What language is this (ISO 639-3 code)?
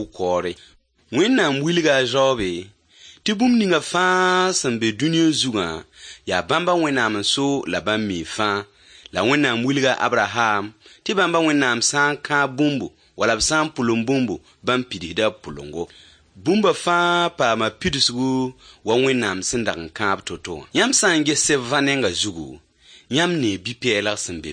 mos